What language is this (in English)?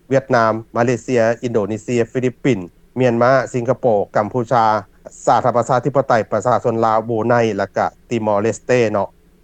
Lao